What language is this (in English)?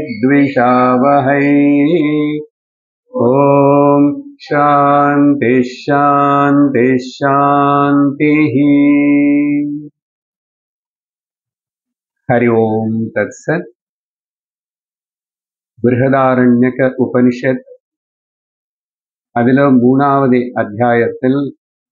Tamil